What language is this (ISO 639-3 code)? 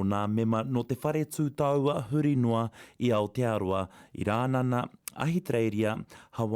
mri